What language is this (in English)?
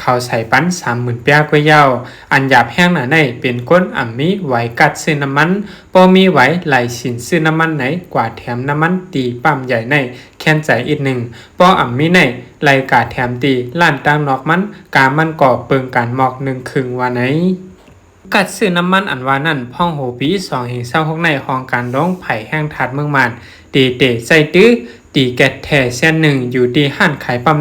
Shan